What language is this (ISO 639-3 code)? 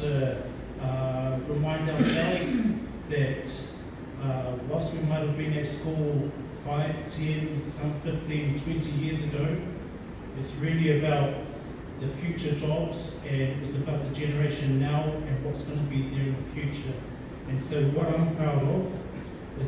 smo